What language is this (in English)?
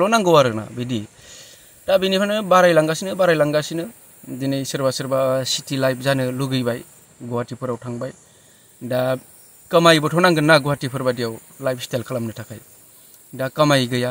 Bodo